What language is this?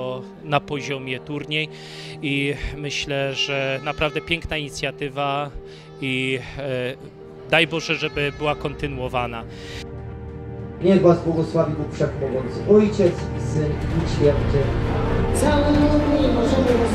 Polish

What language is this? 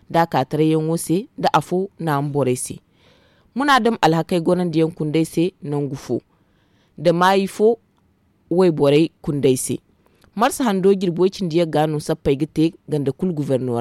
Zarma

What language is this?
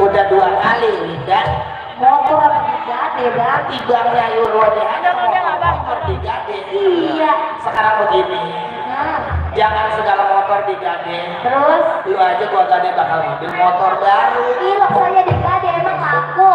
Betawi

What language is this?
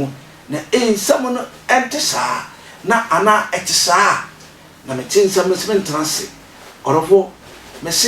Akan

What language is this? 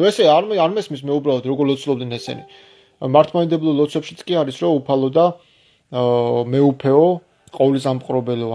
Georgian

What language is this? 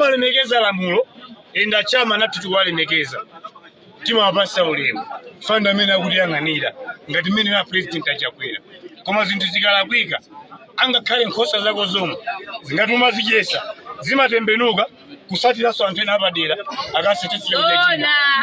Nyanja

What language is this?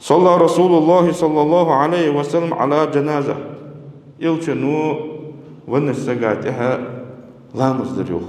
Ingush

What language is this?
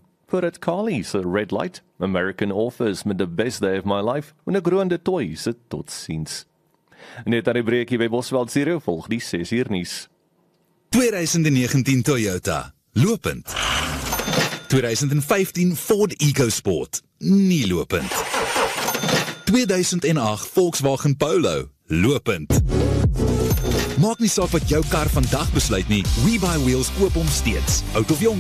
Afrikaans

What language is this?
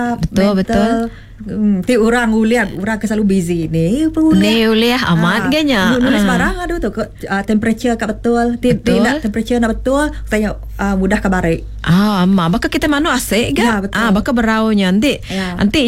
Iban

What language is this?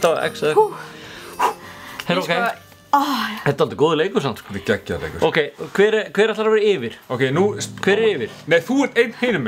Icelandic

